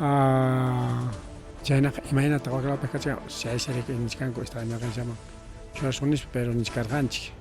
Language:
Ayacucho Quechua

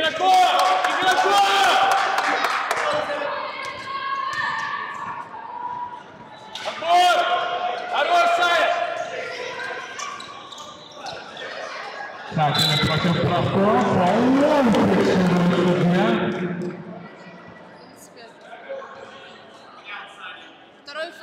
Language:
Russian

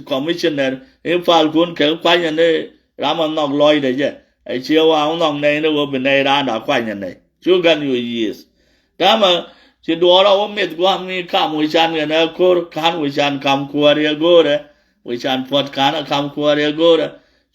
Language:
Nuer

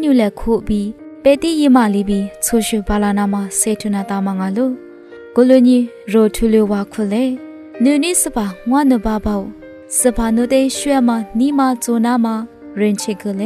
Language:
Lisu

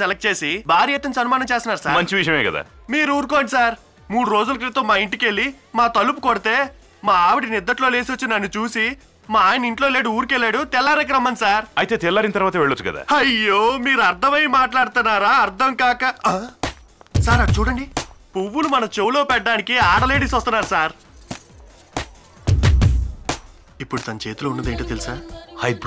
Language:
Telugu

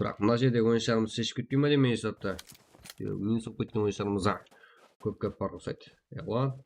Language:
Kara-Kalpak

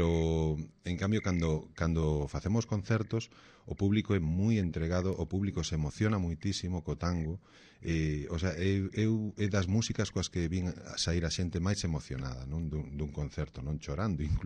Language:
Galician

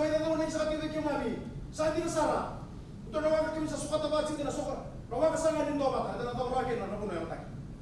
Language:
Fijian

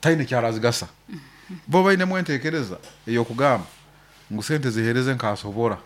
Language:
Nyoro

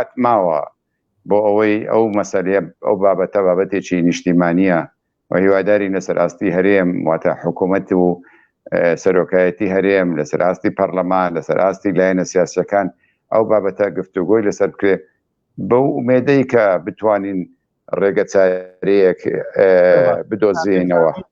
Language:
Central Kurdish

